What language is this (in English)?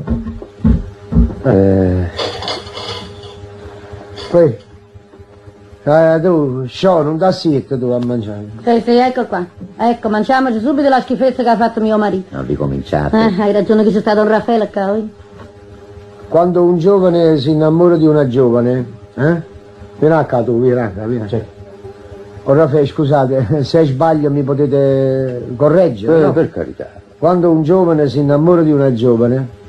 Italian